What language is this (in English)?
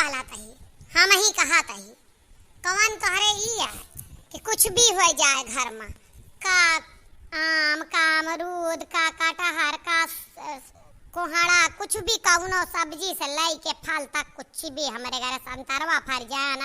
Awadhi